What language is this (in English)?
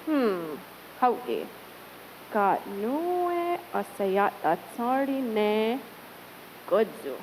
Mohawk